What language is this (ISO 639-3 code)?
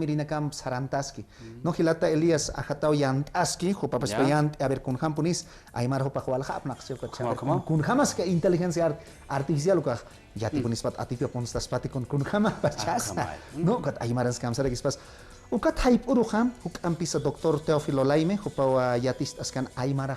aym